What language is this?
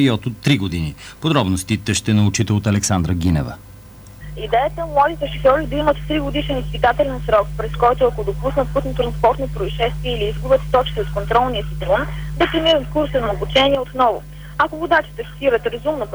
Bulgarian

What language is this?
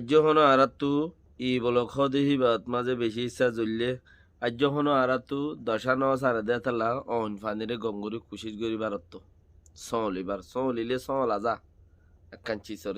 Rohingya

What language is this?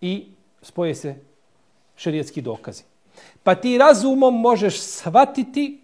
Bosnian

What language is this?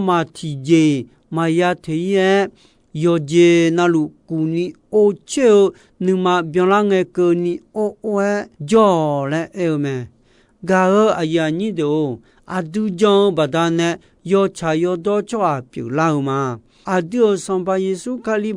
Akha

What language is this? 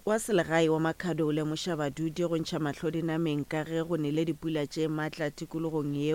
Northern Sotho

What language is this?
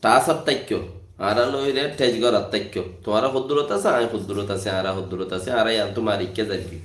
Rohingya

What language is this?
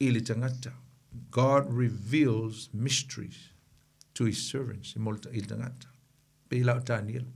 Samoan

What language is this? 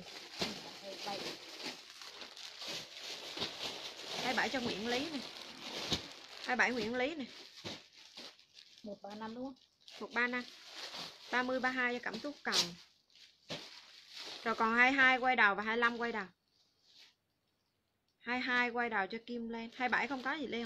Vietnamese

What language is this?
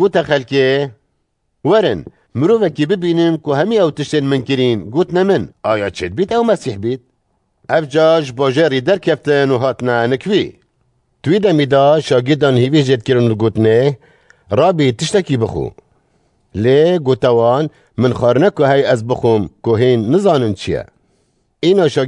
Kurdish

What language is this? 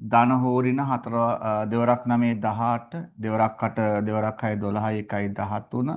Sinhala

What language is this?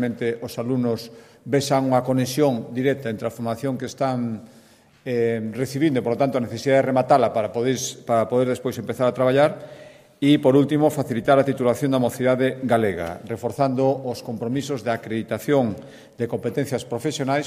Galician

